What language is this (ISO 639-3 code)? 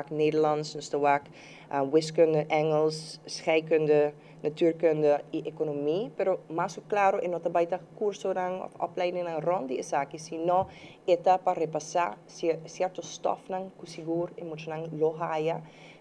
pap